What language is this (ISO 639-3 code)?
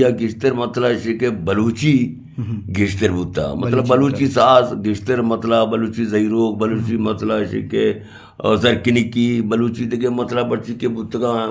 bgp